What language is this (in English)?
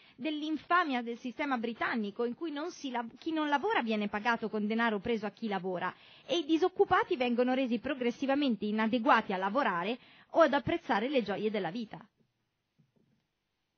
Italian